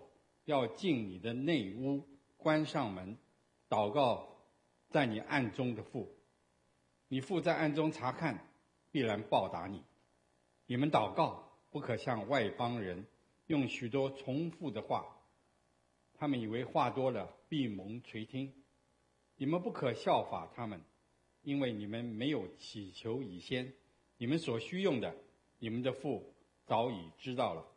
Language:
Chinese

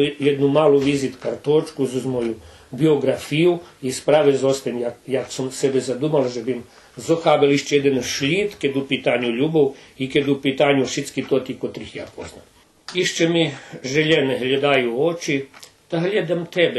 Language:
Rusyn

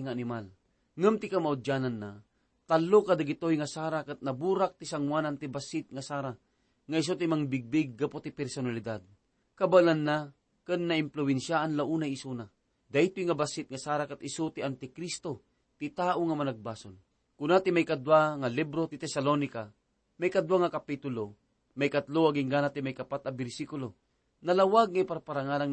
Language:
Iloko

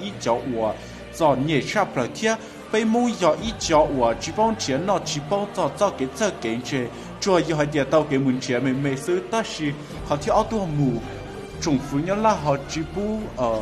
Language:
Hmong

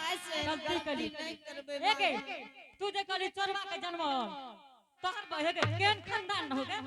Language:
Angika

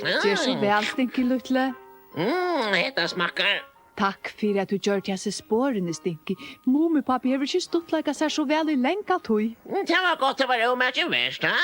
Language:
Faroese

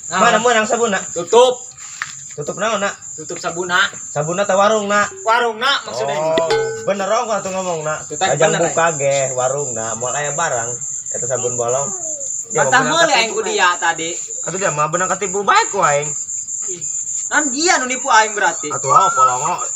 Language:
Sundanese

